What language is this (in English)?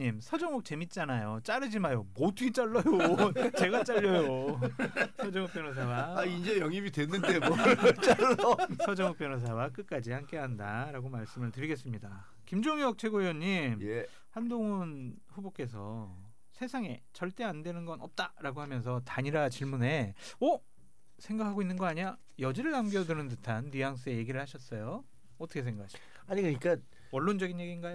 Korean